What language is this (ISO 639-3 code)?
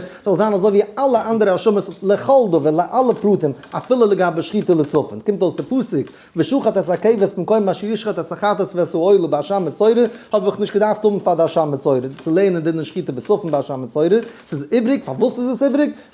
yid